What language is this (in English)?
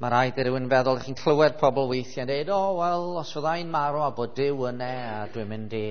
Welsh